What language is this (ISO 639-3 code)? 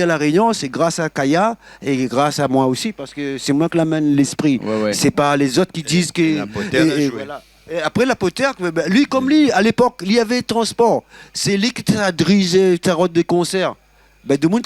rcf